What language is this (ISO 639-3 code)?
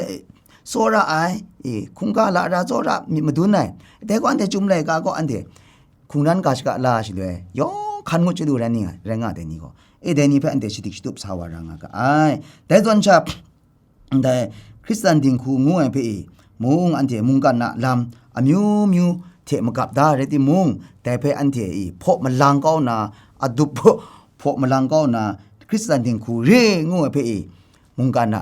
kac